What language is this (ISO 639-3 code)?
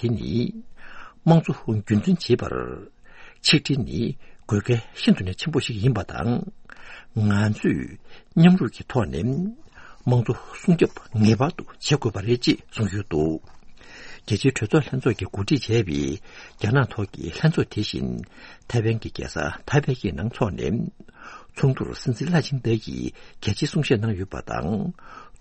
bod